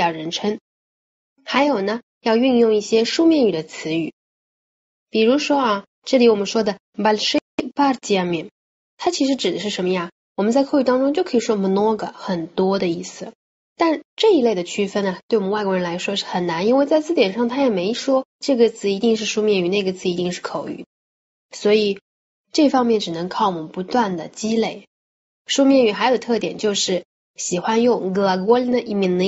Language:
Chinese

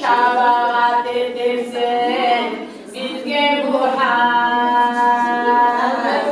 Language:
Kumyk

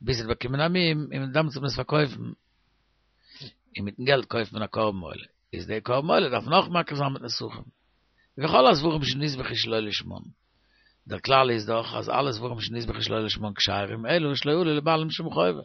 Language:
Yiddish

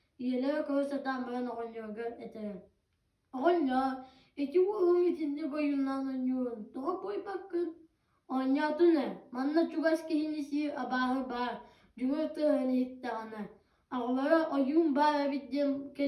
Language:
Yakut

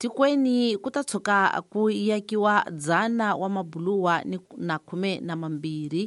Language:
Tsonga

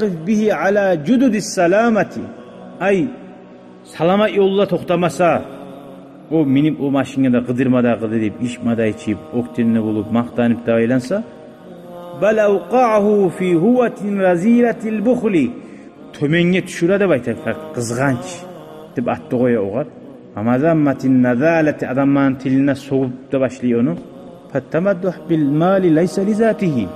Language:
Kumyk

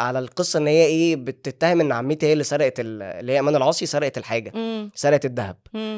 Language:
Egyptian Arabic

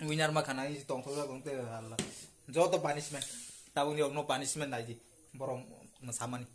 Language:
Kok Borok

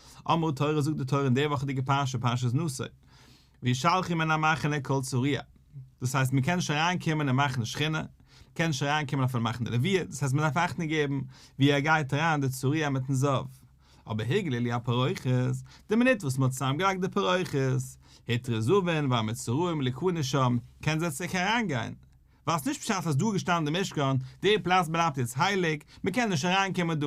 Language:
Yiddish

